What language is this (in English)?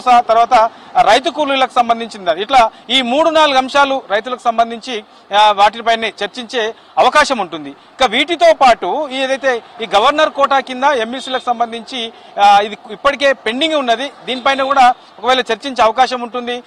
Telugu